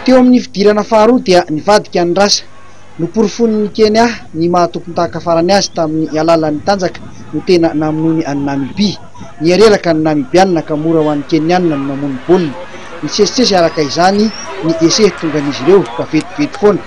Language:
Malagasy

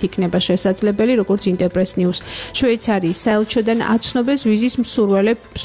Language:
Georgian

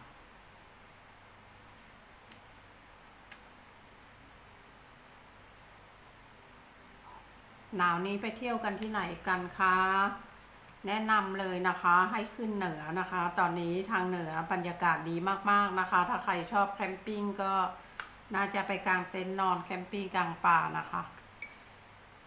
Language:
Thai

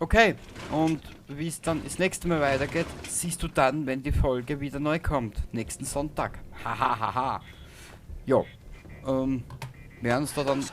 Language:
Bavarian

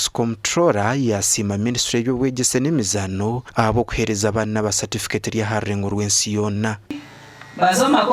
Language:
Nyankole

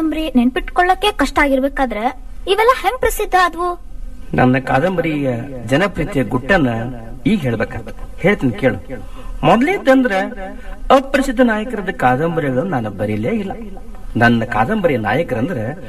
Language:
Kannada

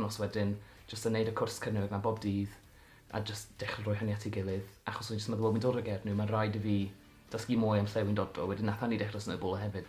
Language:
Welsh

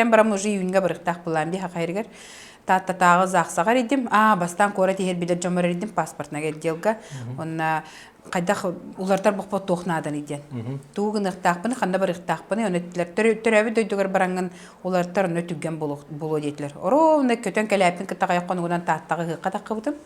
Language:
Yakut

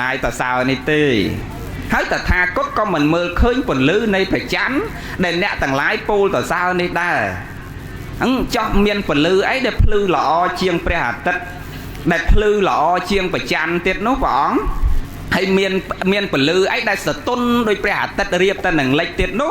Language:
Khmer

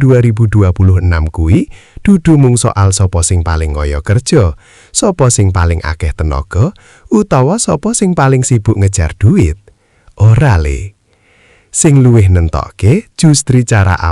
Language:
Javanese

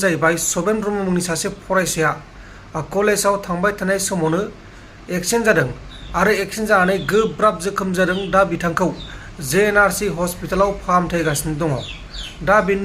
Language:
Bodo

